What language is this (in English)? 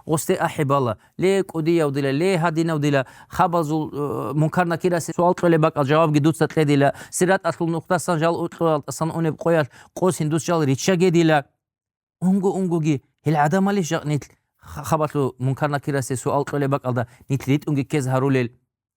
Avaric